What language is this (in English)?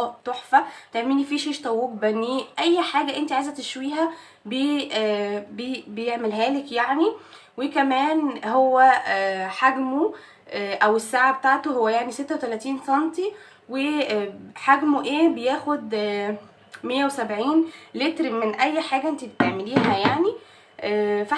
Egyptian Arabic